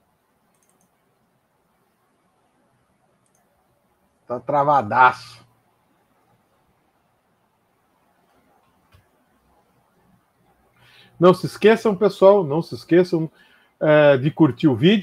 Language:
Portuguese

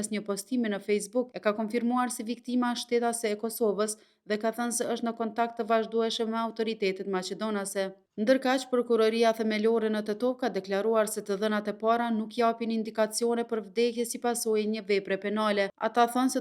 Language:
Albanian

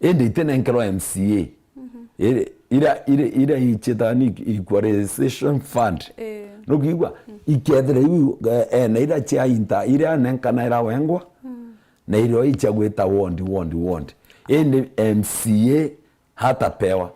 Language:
Meru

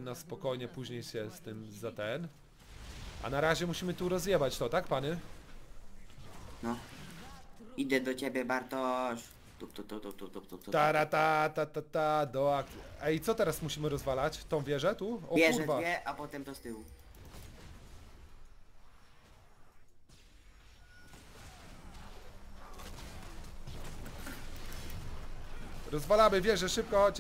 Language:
Polish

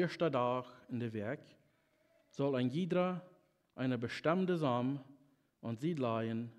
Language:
Plautdietsch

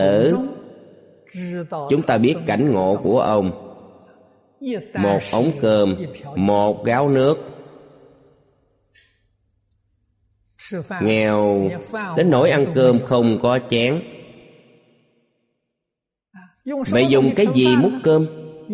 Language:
Vietnamese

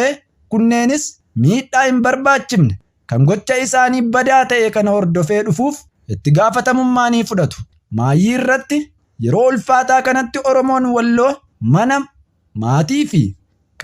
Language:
Oromo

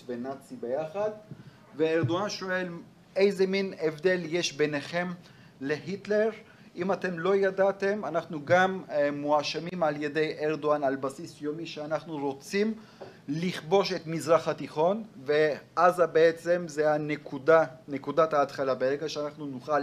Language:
Hebrew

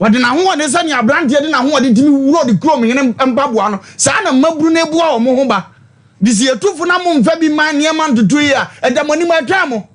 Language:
Akan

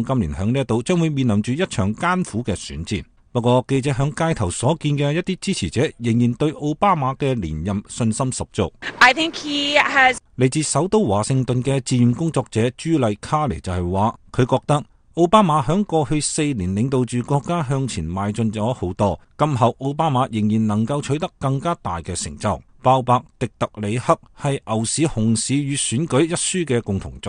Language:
Cantonese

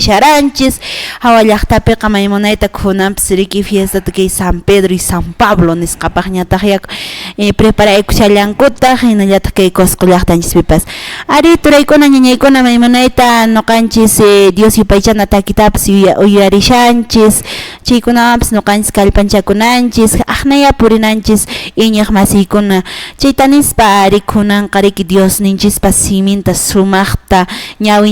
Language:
Quechua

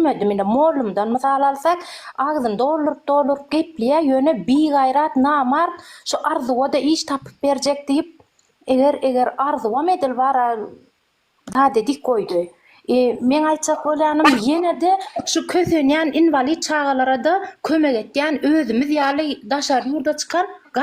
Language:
Turkmen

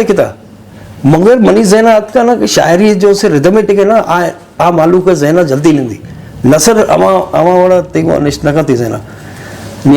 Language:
Eastern Balochi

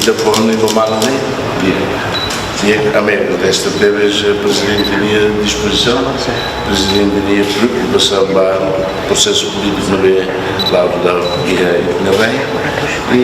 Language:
Tetum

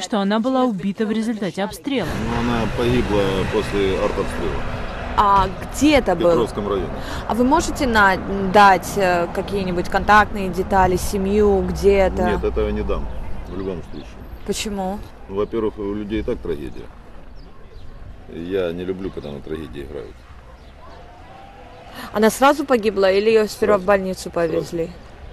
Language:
Russian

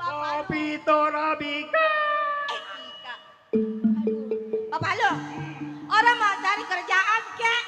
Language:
Betawi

